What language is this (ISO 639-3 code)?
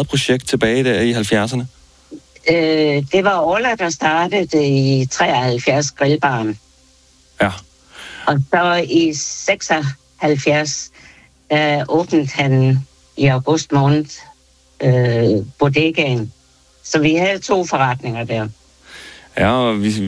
dan